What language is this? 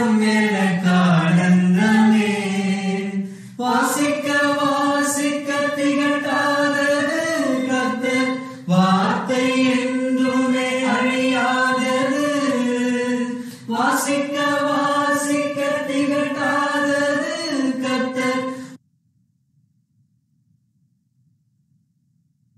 Tamil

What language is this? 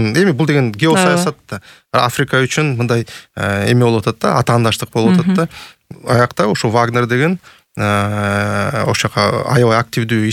Kyrgyz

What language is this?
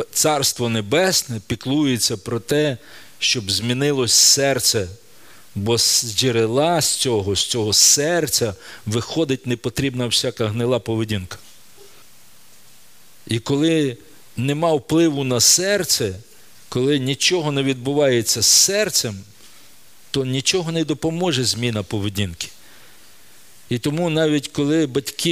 Ukrainian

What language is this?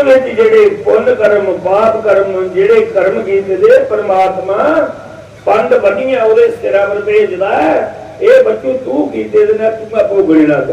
Dogri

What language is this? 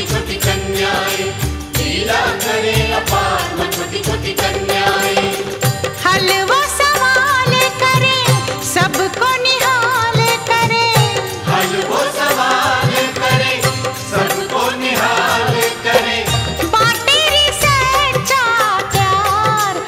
Hindi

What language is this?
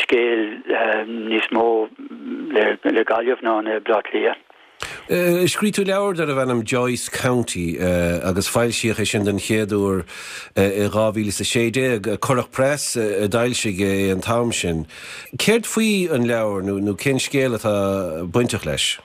Irish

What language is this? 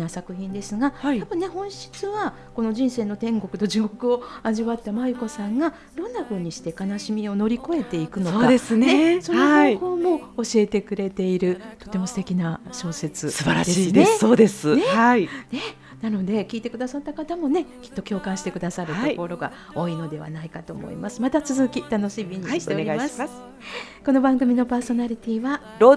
Japanese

